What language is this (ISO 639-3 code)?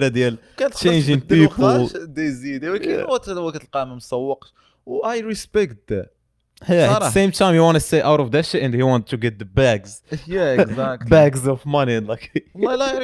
ary